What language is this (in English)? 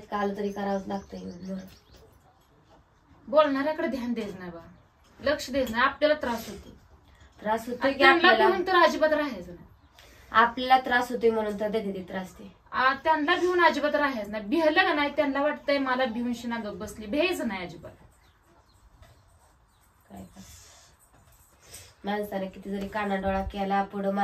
Marathi